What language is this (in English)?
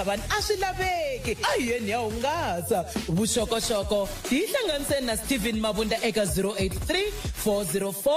Tsonga